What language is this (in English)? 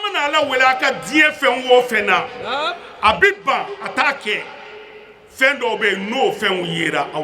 Bambara